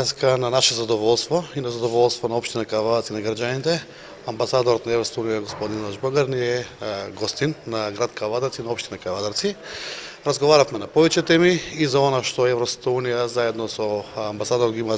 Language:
Macedonian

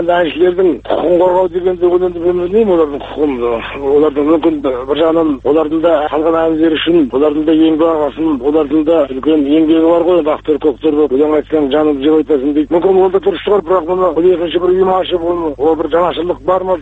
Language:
Kazakh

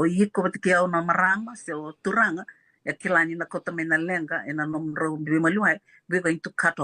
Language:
Fijian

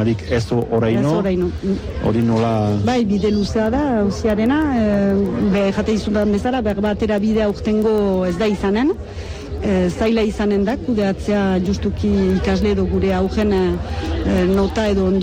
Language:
Basque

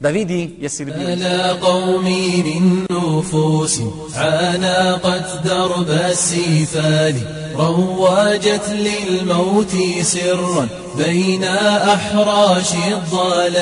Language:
Bosnian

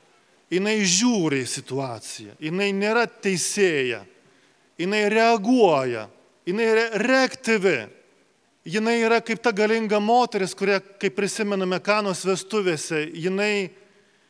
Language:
Lithuanian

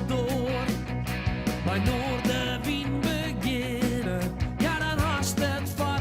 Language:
Western Frisian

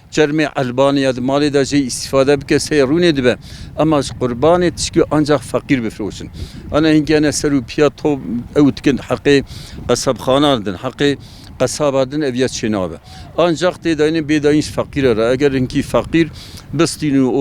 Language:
Kurdish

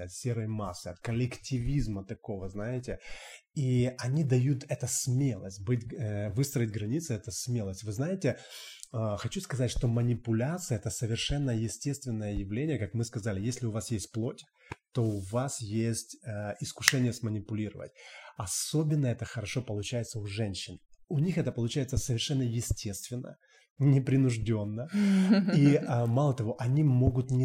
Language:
Russian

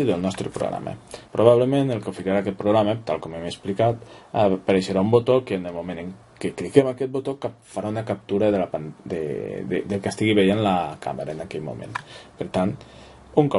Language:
Catalan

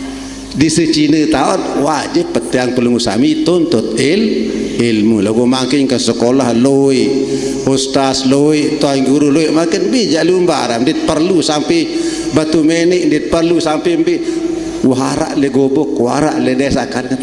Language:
Sasak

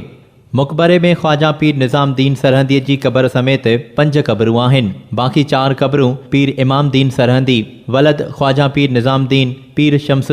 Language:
Sindhi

